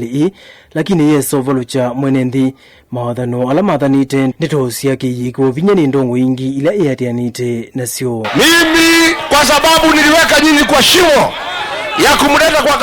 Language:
Kamba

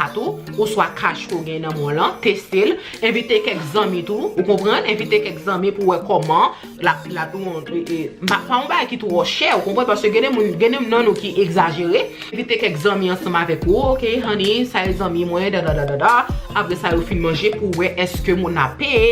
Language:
Haitian Creole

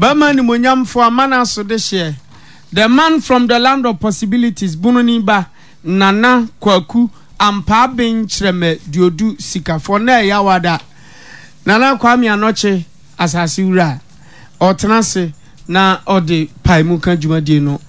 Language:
Akan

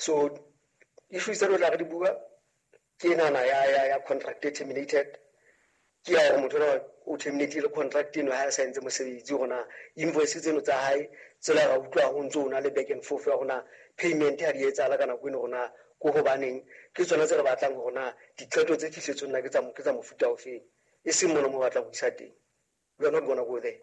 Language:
Southern Sotho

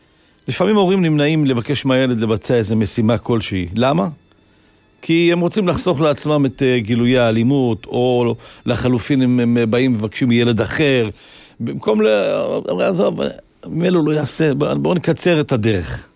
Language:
Hebrew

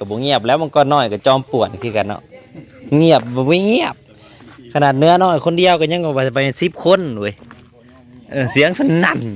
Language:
Northeastern Thai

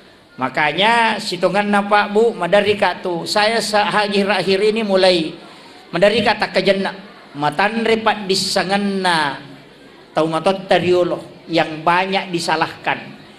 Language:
Buginese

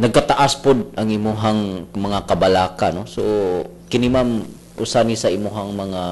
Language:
Cebuano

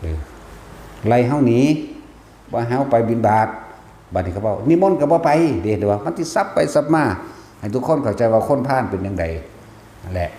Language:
Northeastern Thai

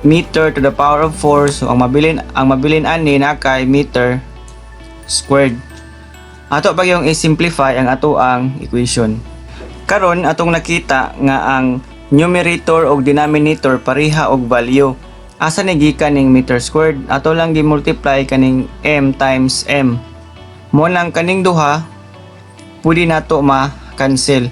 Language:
Cebuano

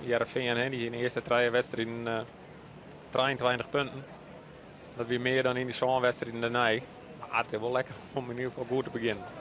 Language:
Western Frisian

